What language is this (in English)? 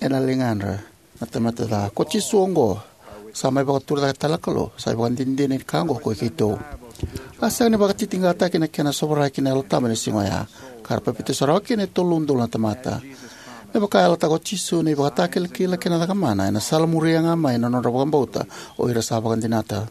Fijian